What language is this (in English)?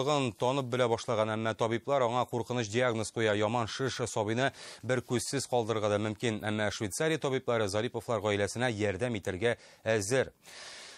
Tatar